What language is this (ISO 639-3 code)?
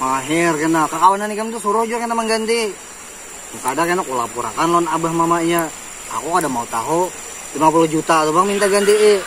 bjn